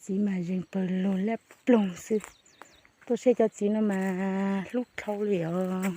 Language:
Hmong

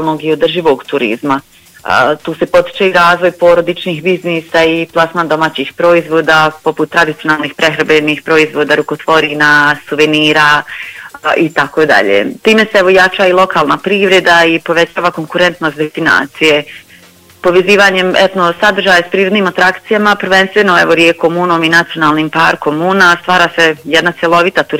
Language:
Bosnian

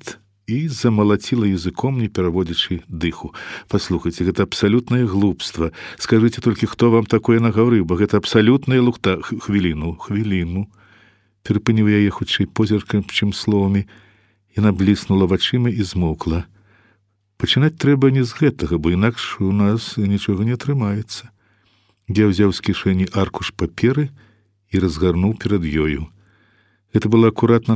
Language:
Belarusian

